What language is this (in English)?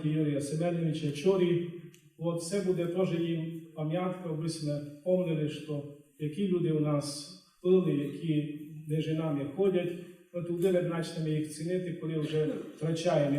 Rusyn